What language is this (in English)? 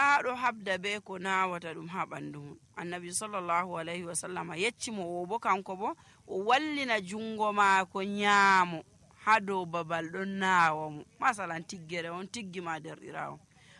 Nigerian Fulfulde